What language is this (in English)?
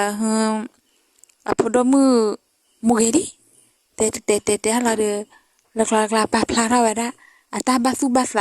S'gaw Karen